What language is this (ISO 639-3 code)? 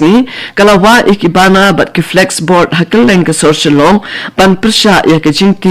kha